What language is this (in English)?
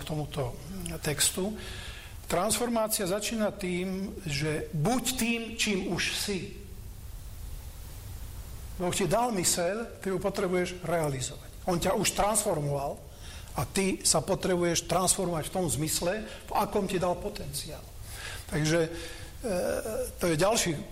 Slovak